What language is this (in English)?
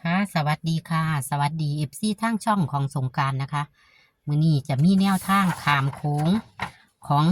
Northeastern Thai